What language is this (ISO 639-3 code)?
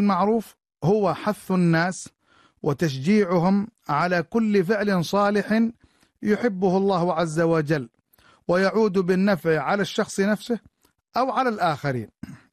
ara